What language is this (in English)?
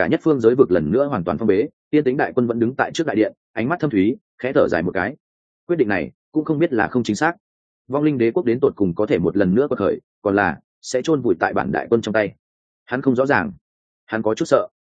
Vietnamese